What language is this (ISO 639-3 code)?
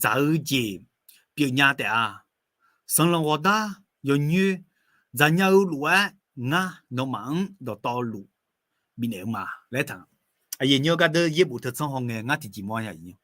ahk